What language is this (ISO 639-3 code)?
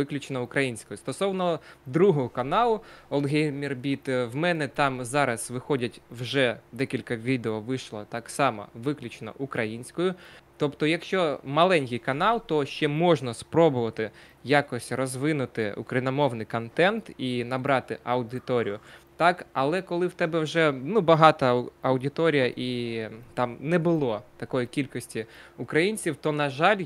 ukr